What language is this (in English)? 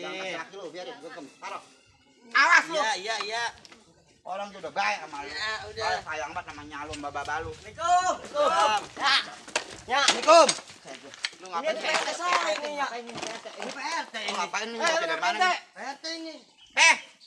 Betawi